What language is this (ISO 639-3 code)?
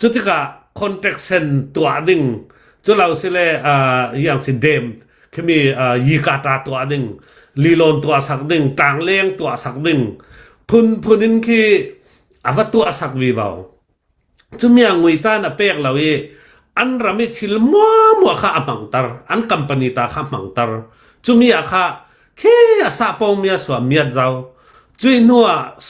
cnh